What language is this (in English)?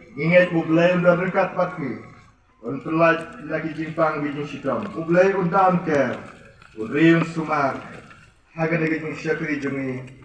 Khasi